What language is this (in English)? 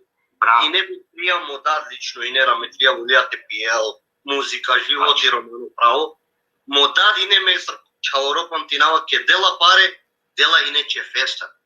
Balkan Romani